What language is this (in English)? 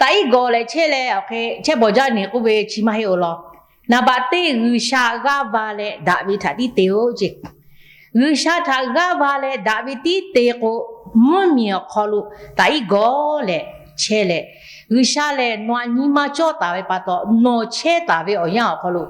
Lahu